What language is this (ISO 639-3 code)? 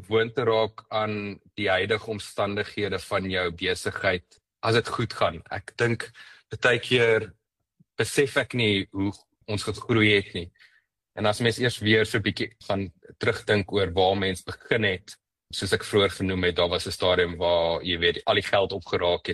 afr